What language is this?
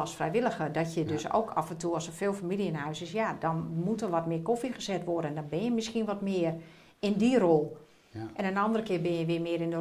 Dutch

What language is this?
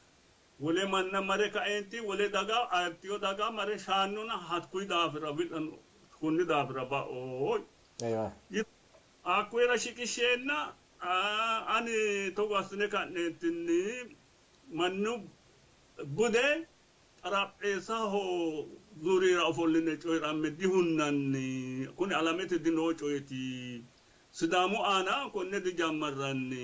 Sidamo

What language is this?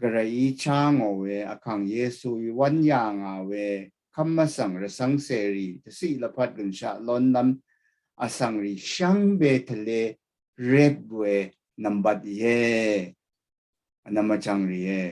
Rawang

